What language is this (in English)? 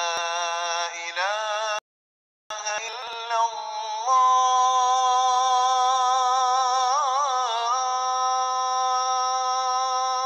Malay